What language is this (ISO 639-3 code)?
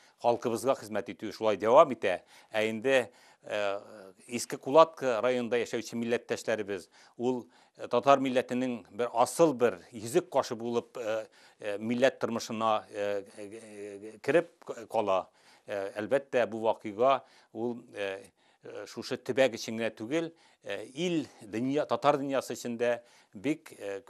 tat